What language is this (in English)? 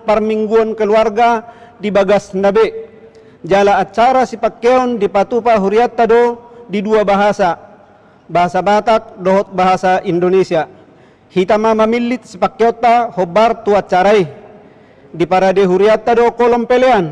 Batak Toba